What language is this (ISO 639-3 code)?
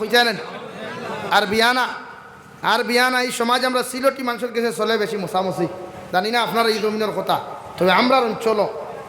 syl